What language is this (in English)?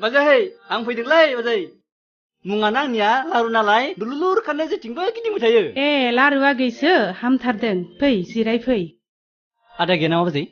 Bodo